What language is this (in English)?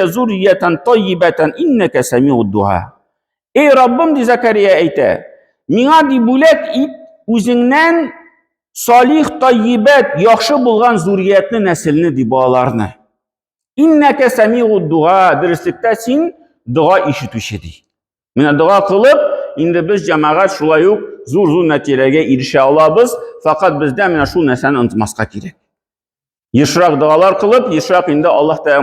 Tatar